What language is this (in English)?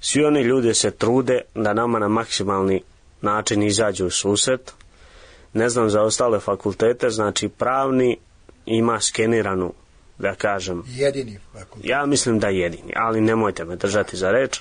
Serbian